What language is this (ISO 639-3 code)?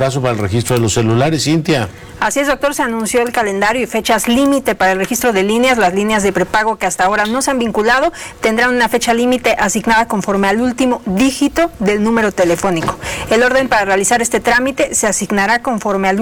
spa